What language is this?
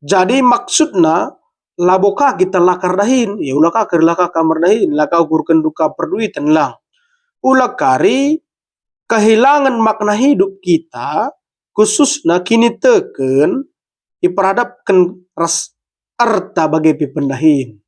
Batak Karo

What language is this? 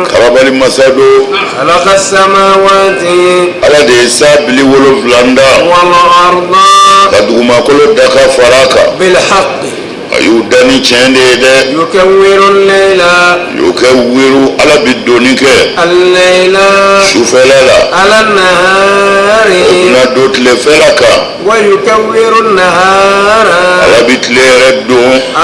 Bambara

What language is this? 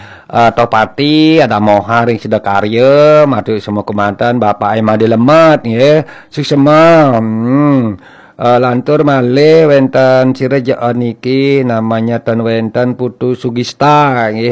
Balinese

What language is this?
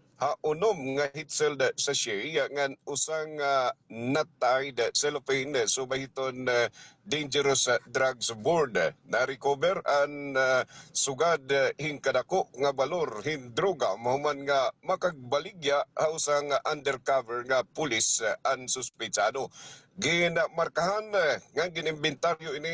Waray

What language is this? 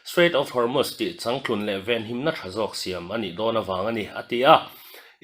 Mizo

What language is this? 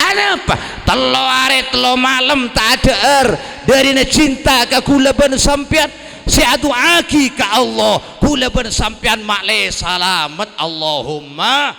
Madurese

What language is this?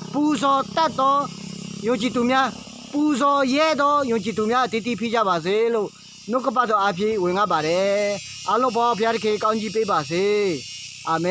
Akha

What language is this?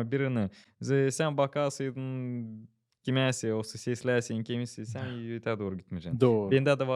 Gagauz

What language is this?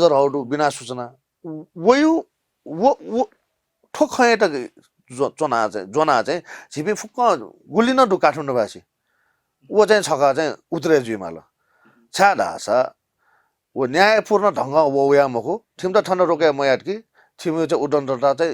Newari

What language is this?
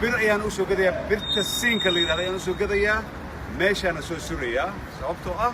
Somali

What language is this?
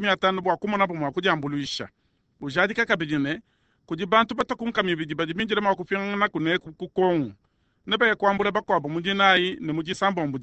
Luba-Lulua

